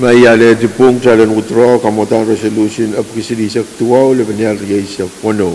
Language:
Pohnpeian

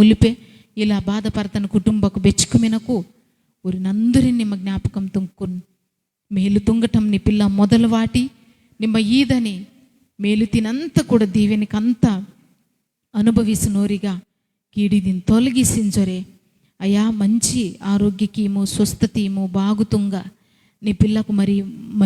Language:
Koya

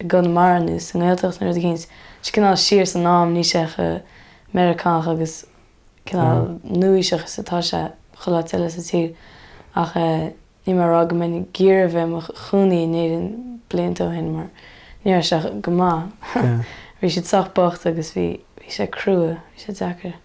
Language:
Irish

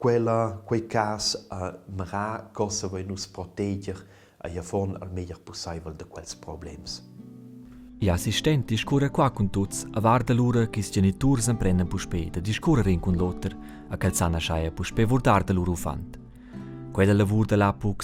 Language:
Romansh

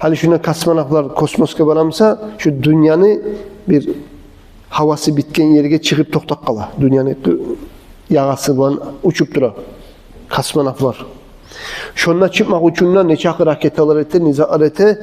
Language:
Kumyk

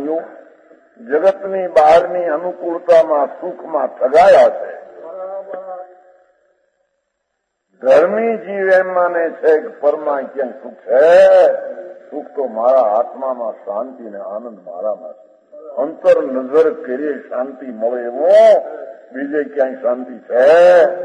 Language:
Gujarati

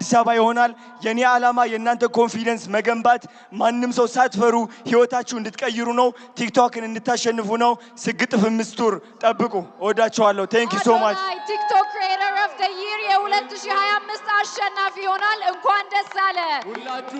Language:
Amharic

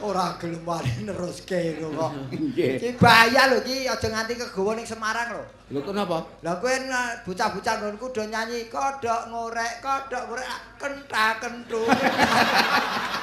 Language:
Javanese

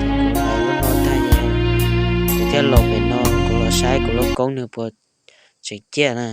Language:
Hmong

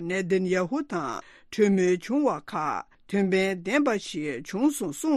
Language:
Tibetan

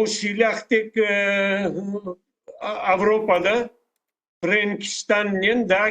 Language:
Crimean Tatar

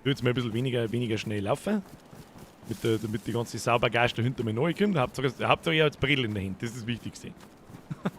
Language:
Bavarian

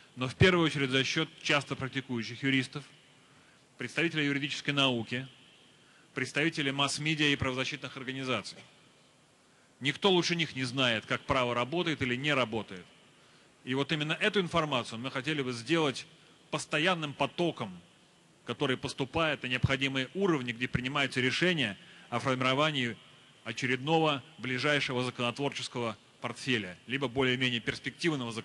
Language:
Russian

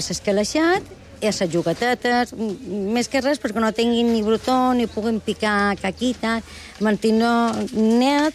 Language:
Catalan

